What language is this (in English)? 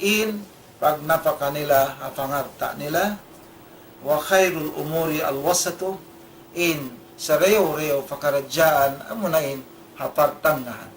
Tausug